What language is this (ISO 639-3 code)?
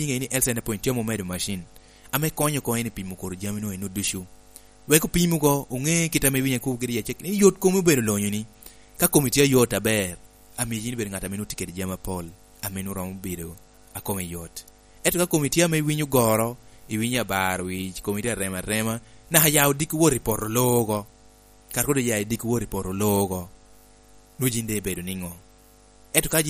laj